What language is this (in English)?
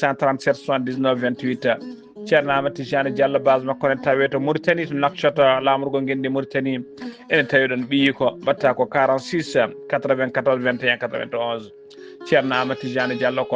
Fula